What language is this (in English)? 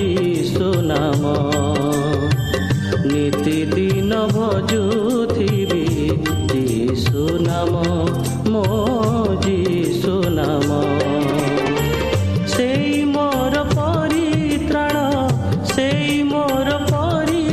Odia